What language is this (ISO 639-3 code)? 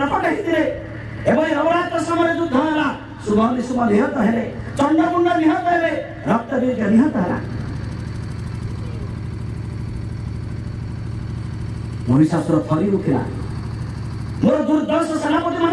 ori